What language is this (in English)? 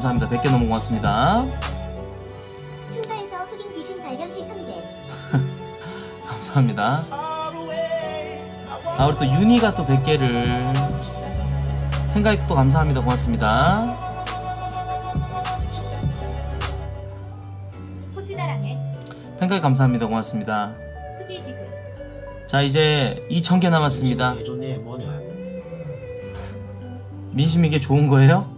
Korean